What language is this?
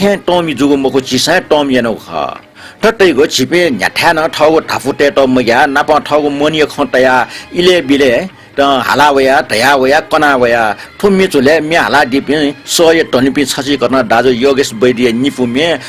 Newari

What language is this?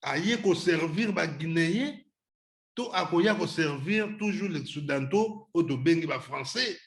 Lingala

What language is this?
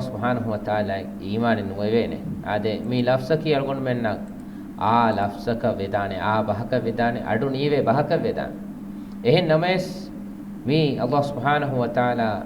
Divehi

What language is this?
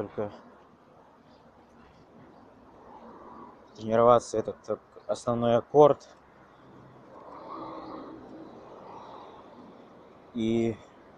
Russian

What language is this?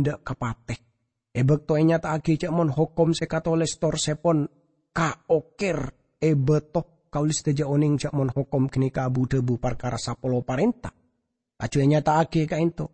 Madurese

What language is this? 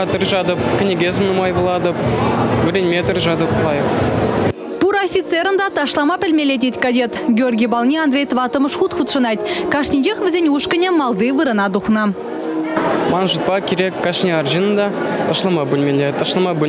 Chuvash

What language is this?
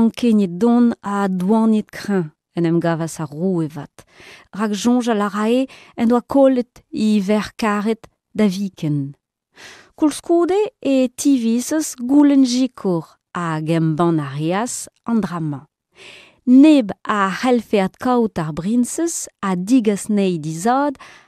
Breton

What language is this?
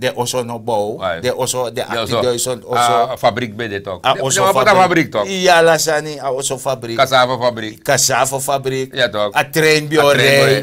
Sranan Tongo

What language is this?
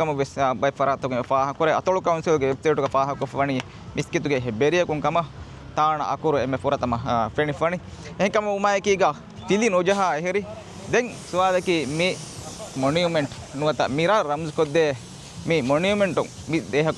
Divehi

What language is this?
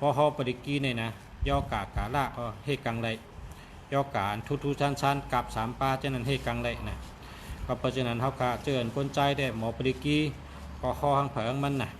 Shan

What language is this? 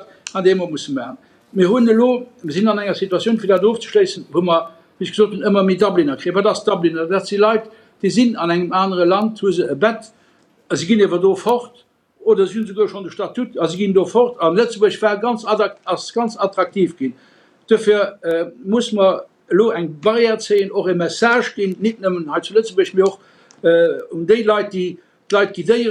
Luxembourgish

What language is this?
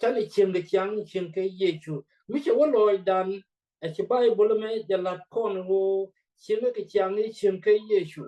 Nuer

